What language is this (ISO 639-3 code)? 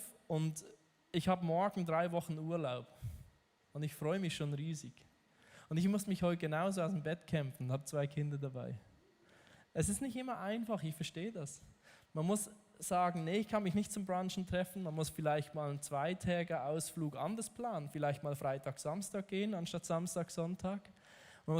gsw